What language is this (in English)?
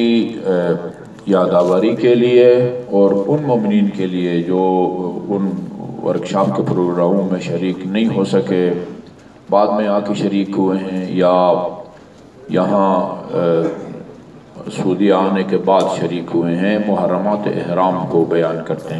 Urdu